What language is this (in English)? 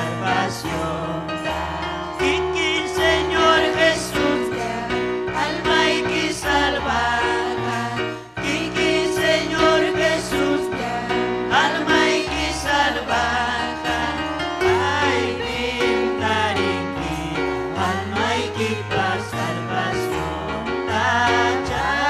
Ayacucho Quechua